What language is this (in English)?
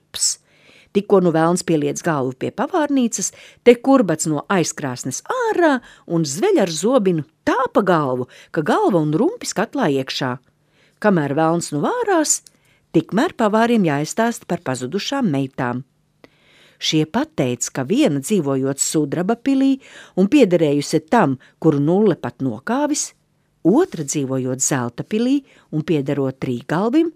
Latvian